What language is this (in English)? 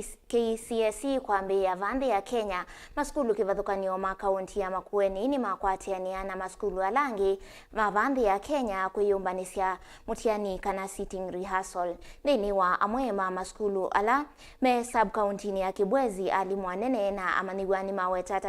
Kamba